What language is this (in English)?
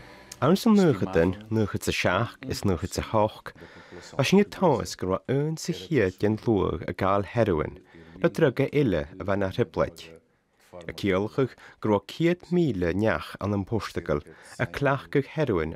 Scottish Gaelic